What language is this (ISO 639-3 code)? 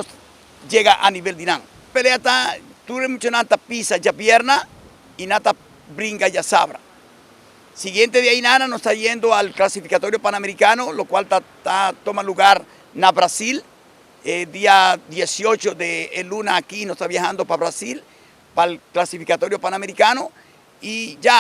pap